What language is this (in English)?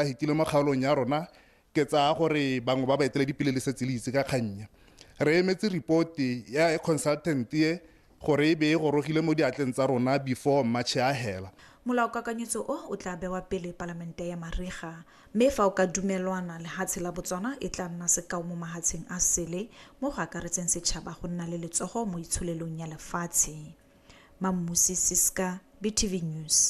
Tswana